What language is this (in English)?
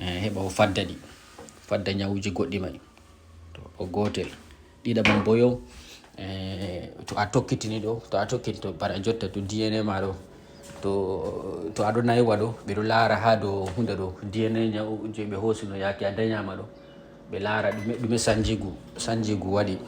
Fula